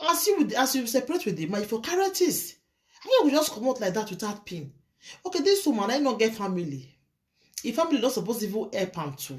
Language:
Nigerian Pidgin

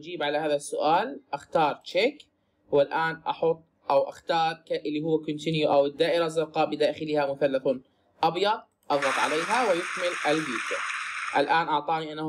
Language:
Arabic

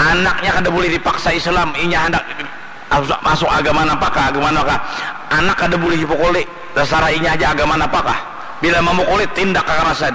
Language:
Banjar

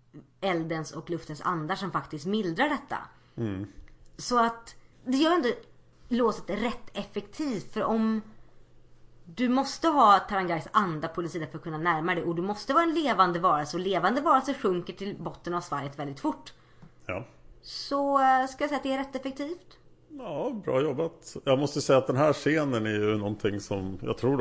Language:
Swedish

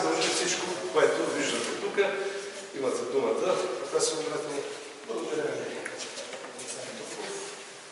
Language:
Bulgarian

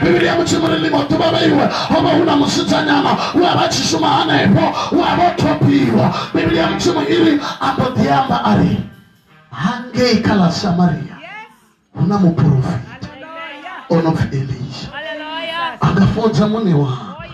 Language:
Venda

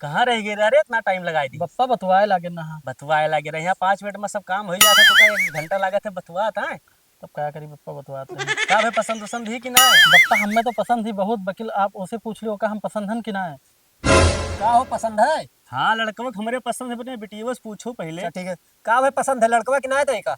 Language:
Awadhi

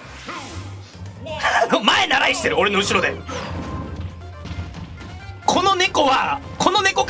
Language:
Japanese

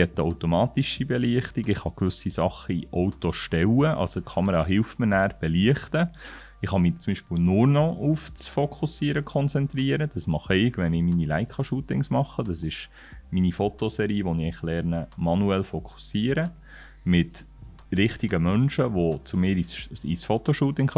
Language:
Swiss German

